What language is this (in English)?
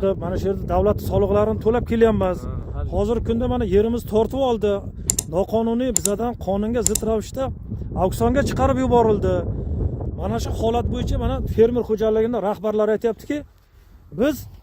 Uzbek